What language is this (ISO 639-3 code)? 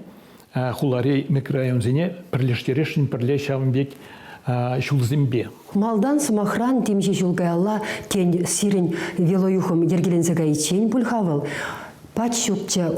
chv